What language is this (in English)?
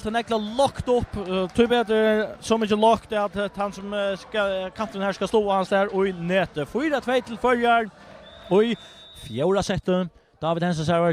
Faroese